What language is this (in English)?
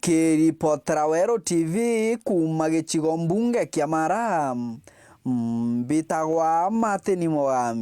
Meru